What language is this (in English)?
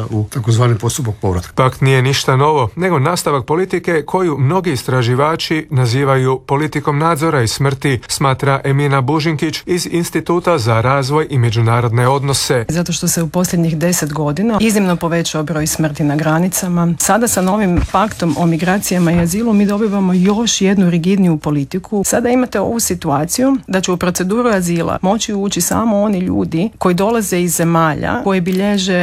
Croatian